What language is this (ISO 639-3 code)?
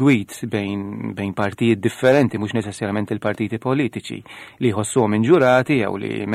mlt